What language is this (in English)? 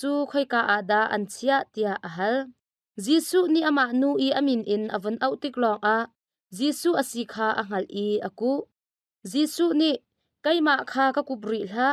Hakha Chin